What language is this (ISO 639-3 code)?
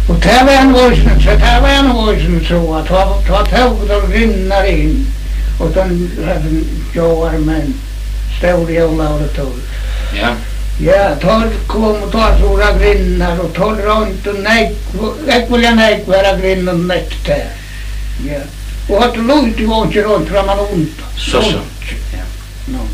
fao